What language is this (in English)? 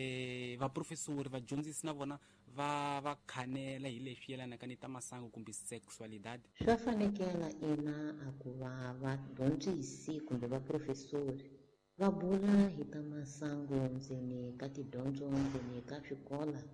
Tsonga